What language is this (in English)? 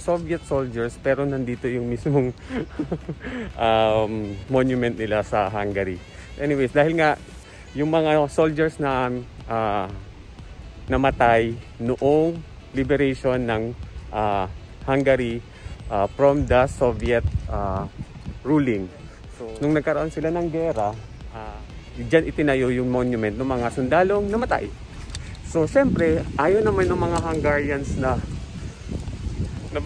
Filipino